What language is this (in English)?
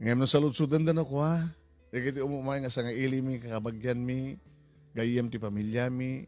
Iloko